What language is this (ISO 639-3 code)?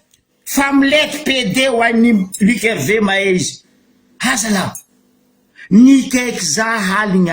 mlg